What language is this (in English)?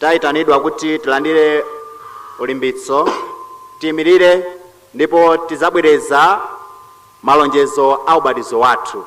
Nyanja